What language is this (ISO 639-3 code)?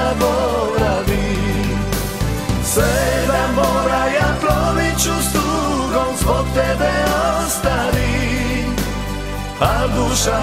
hrv